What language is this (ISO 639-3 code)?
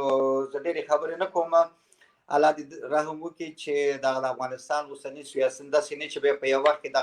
pus